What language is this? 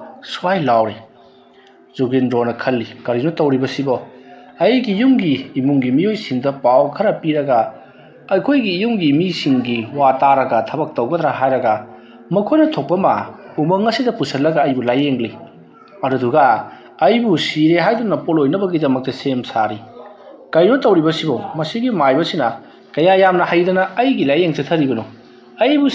Manipuri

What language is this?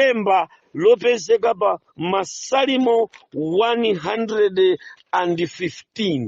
Nyanja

